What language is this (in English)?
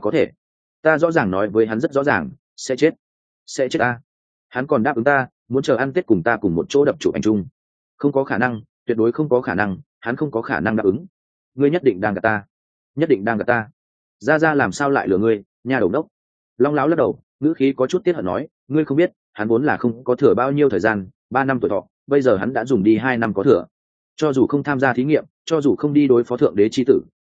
Vietnamese